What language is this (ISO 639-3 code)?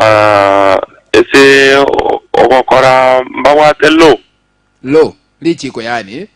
guz